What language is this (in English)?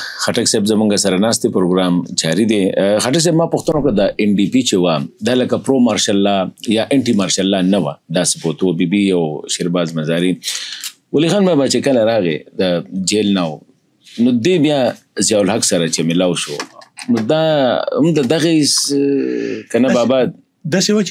Pashto